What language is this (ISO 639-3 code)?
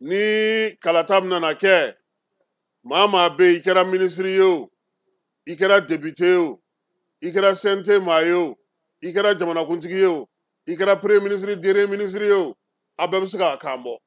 bam